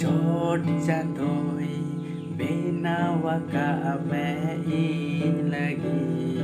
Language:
Santali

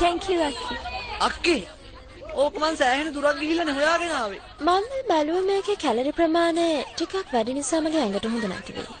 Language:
Sinhala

